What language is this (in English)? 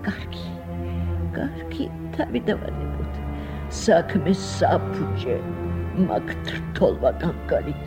Georgian